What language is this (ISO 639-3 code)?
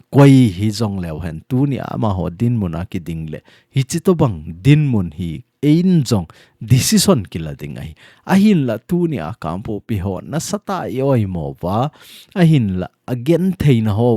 tcz